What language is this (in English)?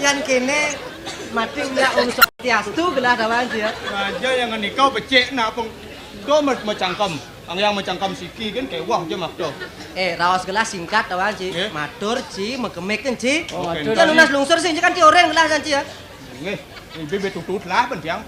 Balinese